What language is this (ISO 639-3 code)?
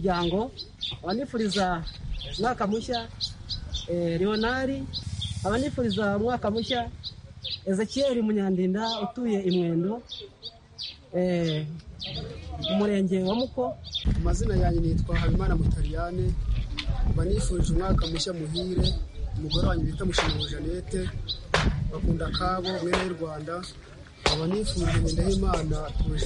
kin